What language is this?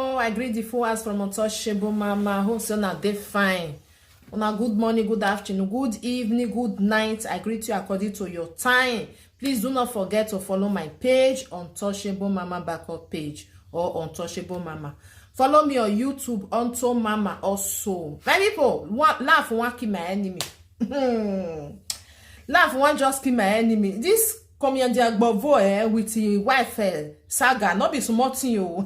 Nigerian Pidgin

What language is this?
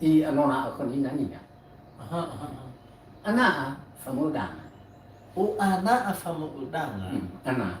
Nias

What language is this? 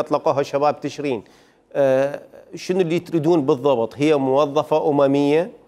Mesopotamian Arabic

